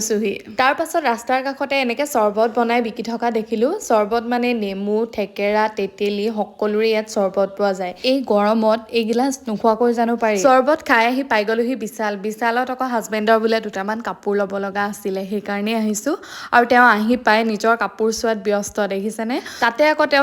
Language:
Assamese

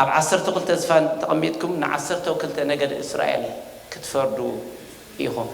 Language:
Tigrinya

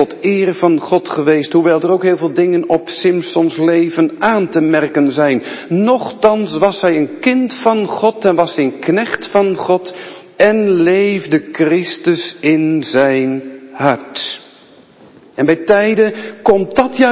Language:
Dutch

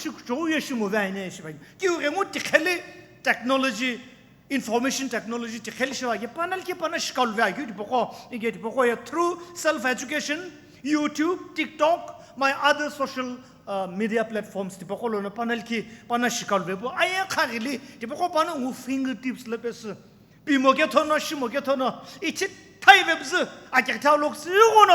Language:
Sumi Naga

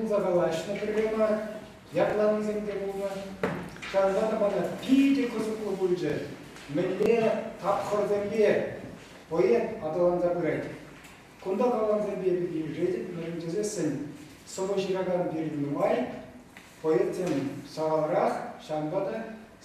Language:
Chuvash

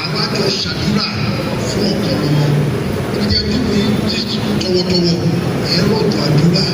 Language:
Yoruba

